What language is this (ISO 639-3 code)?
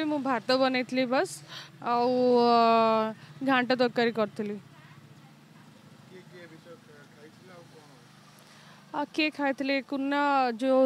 ori